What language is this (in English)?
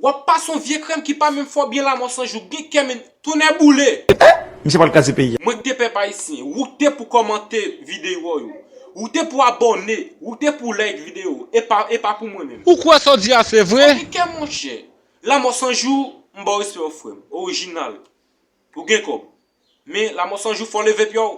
Haitian Creole